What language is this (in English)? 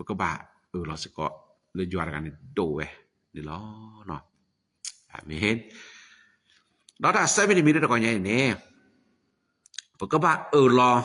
S'gaw Karen